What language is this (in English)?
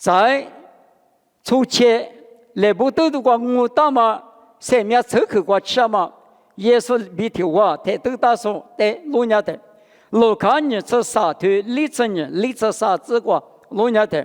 Lisu